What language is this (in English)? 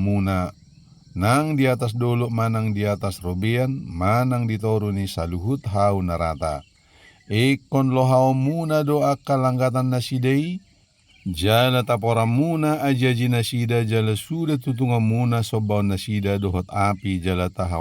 Batak Toba